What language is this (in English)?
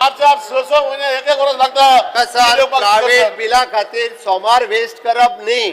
Konkani